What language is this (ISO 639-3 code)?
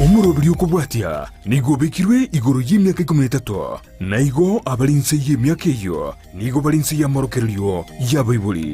guz